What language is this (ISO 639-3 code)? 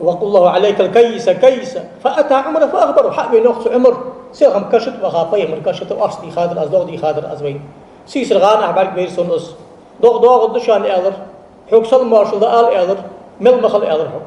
inh